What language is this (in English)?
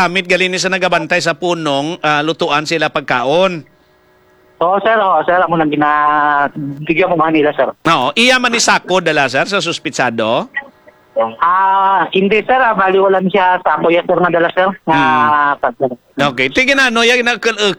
Hiligaynon